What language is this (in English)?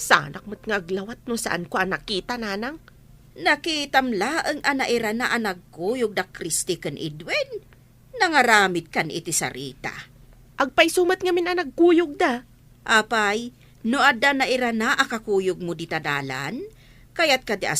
Iloko